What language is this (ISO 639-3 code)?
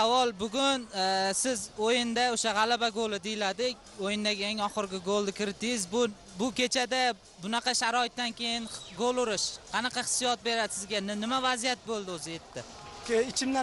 uzb